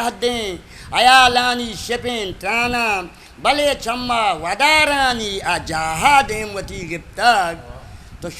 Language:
Eastern Balochi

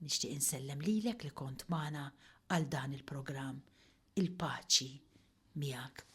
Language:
Maltese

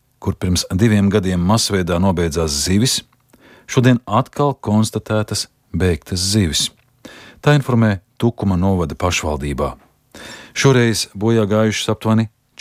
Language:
Latvian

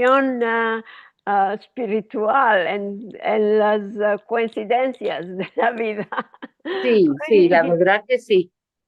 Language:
Ladino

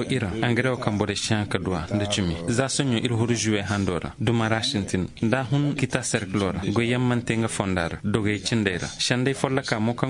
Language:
Koyraboro Senni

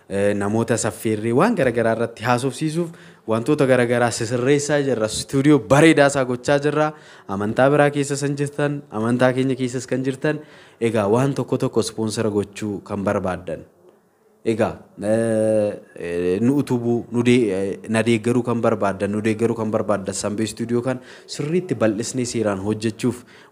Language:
Oromo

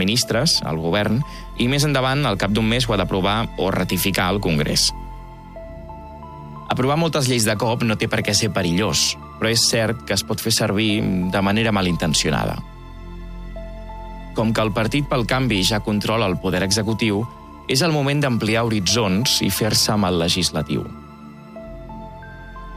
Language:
Catalan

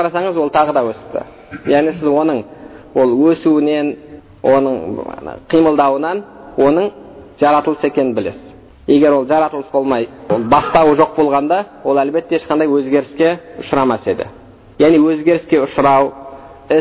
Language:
Kazakh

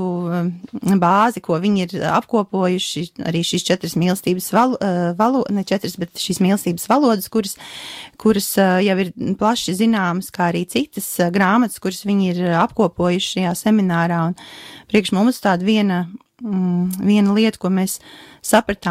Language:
Latvian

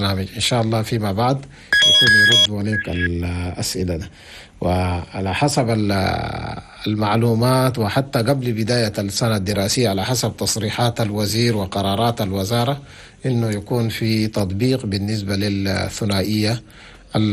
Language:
Chadian Arabic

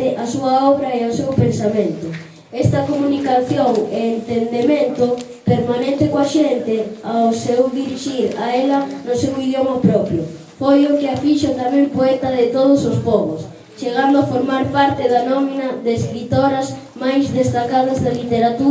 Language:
Galician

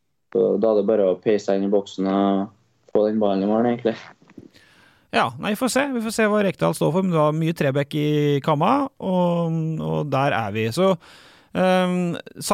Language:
Norwegian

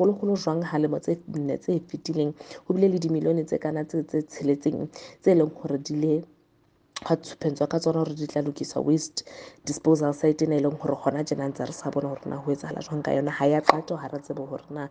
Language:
Southern Sotho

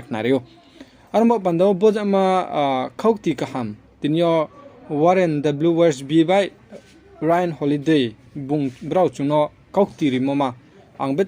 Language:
Riang (India)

